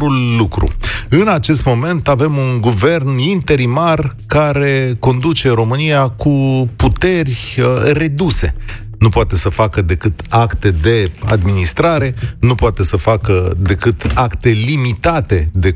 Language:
Romanian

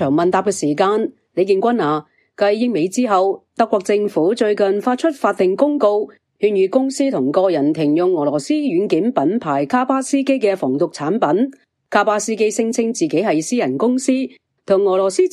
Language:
Cantonese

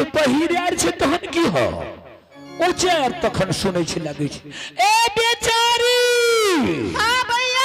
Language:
Angika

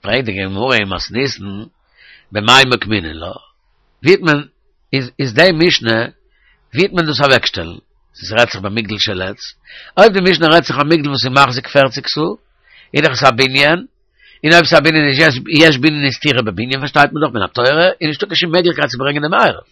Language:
Yiddish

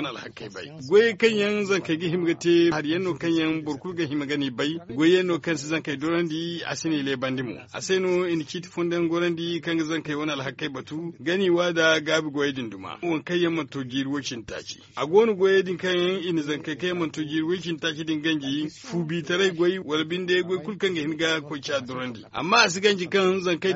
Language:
Zarma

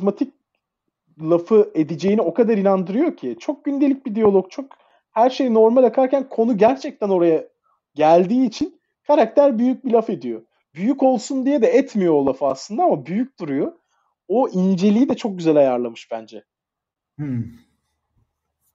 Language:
Turkish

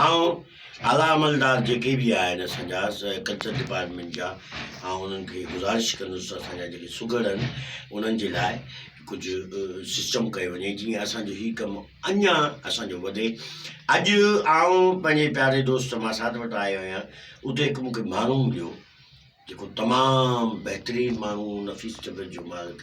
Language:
Sindhi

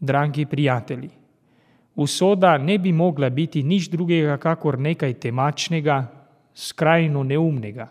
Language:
Slovenian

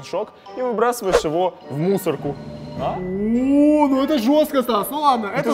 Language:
Russian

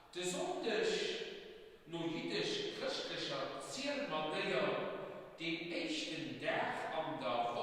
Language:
Luxembourgish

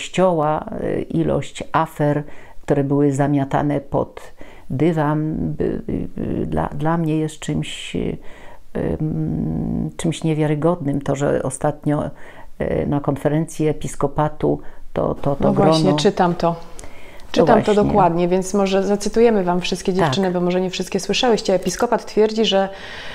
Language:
Polish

